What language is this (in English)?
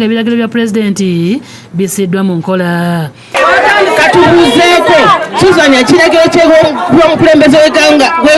Ganda